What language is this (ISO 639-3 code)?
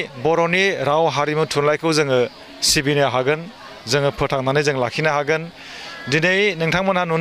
brx